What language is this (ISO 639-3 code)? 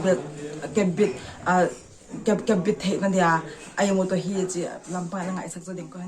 pck